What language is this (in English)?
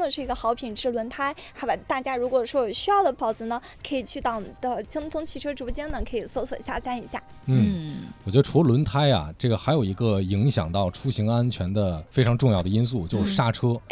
Chinese